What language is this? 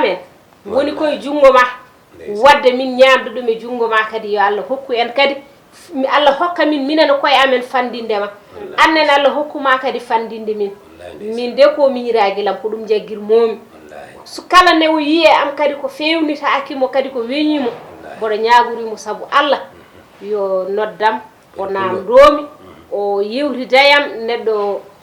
Fula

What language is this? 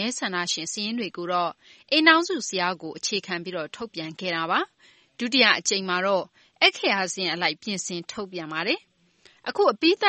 Burmese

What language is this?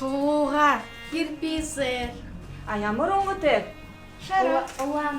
Buriat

